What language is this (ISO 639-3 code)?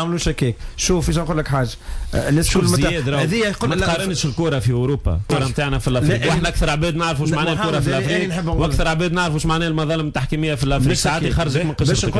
aeb